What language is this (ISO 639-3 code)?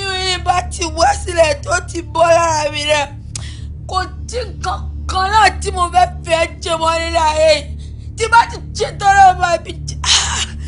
yor